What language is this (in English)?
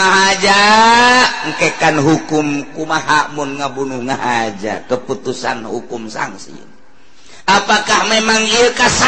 Sundanese